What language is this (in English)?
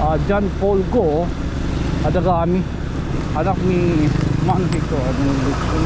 Waray